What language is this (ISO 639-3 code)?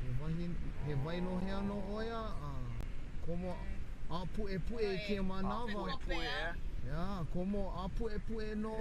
haw